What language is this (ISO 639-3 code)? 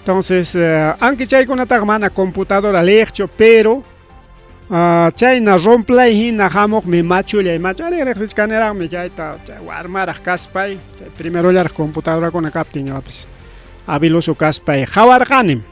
quy